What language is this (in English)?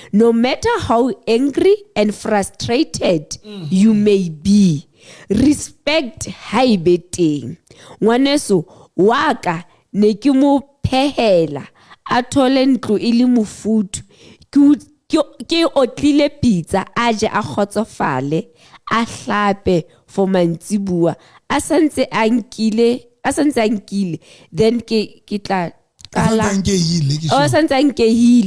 Southern Sotho